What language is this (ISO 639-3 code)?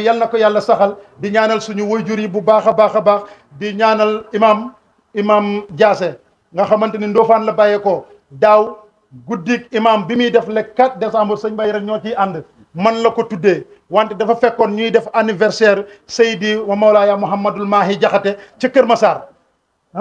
wol